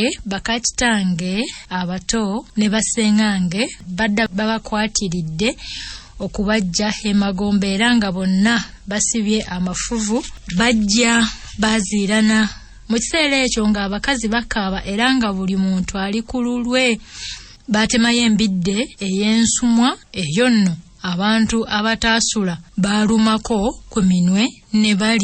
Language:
Ganda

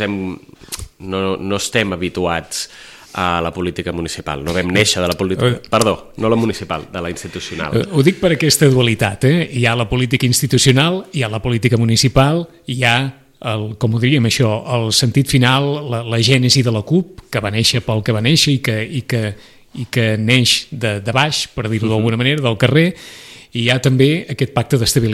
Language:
Catalan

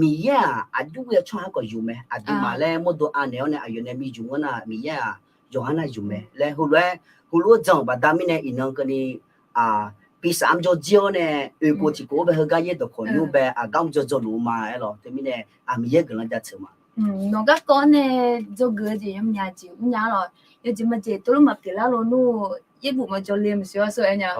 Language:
Akha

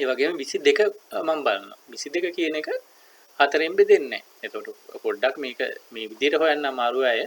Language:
Sinhala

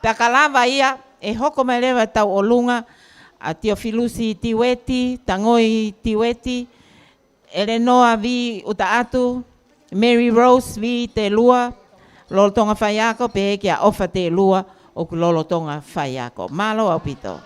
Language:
Tongan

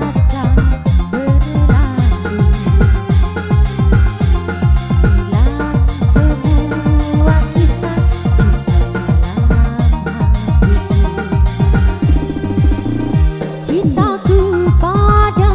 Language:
Indonesian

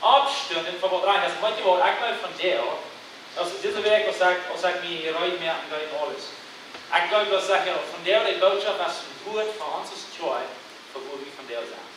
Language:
Plautdietsch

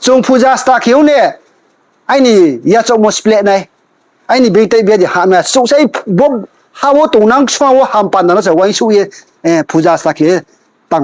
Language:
Riang (India)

